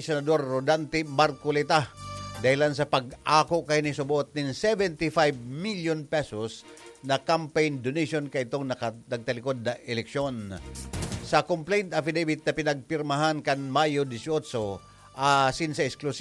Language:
Bikol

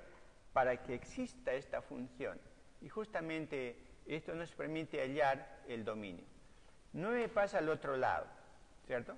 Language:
Spanish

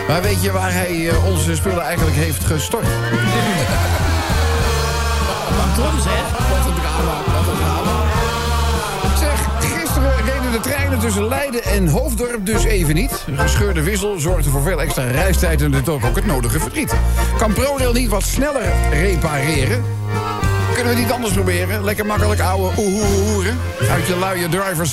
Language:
Dutch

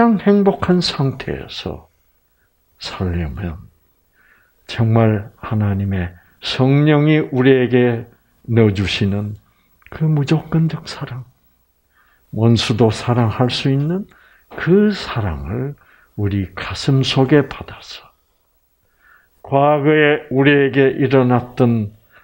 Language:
Korean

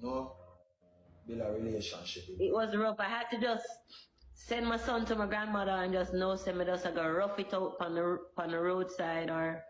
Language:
Jamaican Creole English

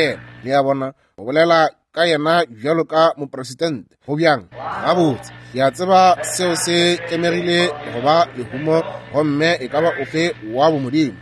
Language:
Northern Sotho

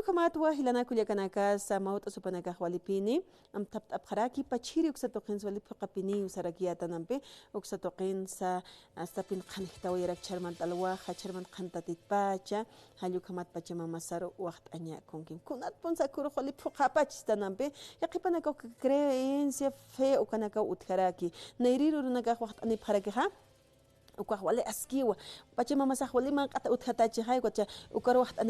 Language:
Aymara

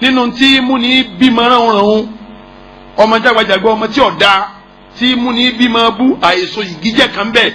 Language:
Yoruba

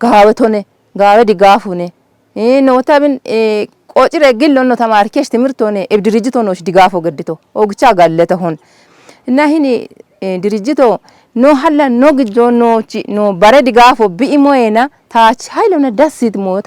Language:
Kafa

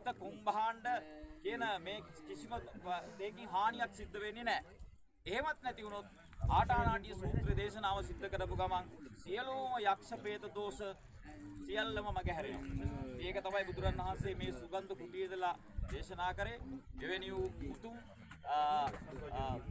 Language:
Sinhala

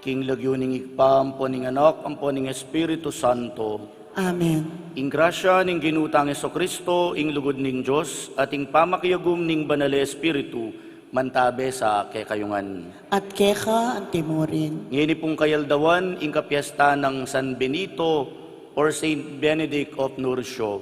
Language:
Pampanga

